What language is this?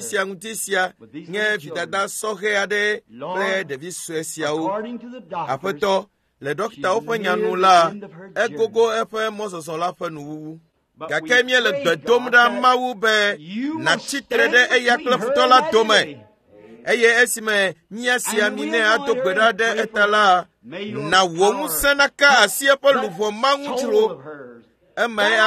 Ewe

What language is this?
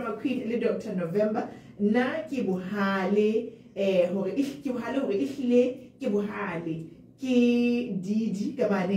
Southern Sotho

